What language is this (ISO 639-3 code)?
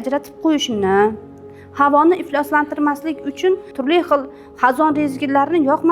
uzb